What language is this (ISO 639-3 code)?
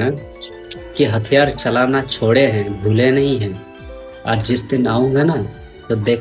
sat